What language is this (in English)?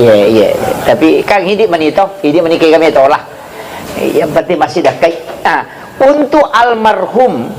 Buginese